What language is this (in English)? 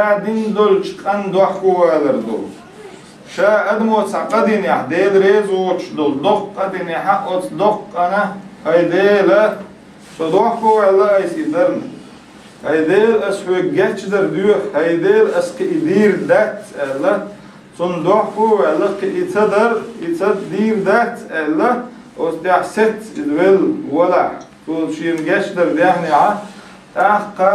Chechen